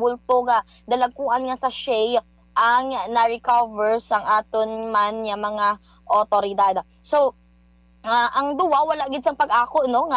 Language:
Hiligaynon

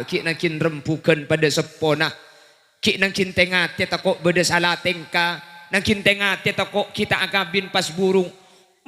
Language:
Madurese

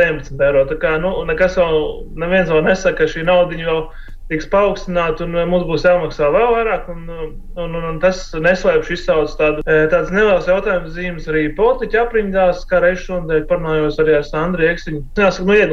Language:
Latvian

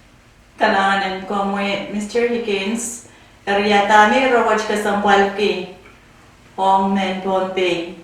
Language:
Pohnpeian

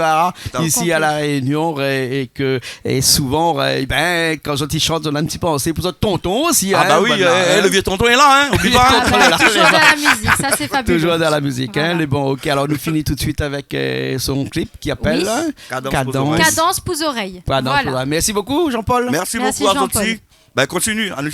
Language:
Réunion Creole French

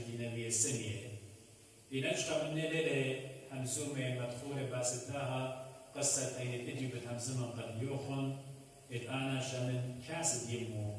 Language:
Assyrian Neo-Aramaic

